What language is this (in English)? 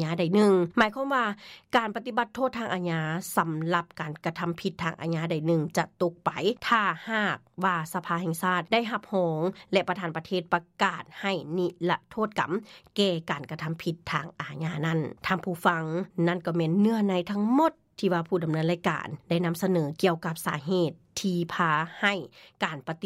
Lao